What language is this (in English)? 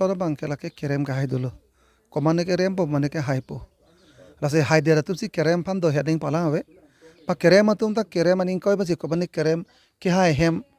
Karbi